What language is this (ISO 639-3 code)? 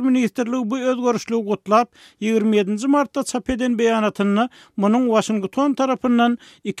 tuk